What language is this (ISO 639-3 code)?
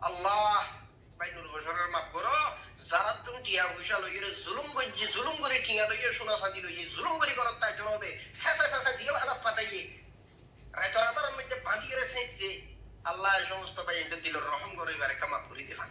rhg